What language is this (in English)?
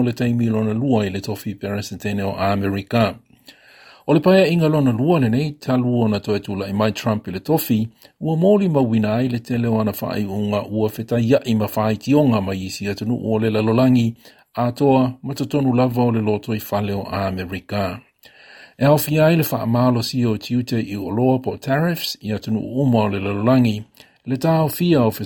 Samoan